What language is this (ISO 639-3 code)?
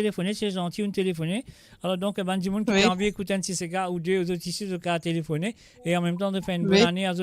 mfe